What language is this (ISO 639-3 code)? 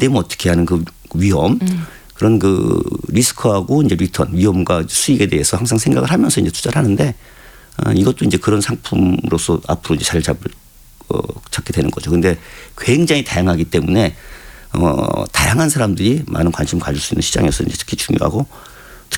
kor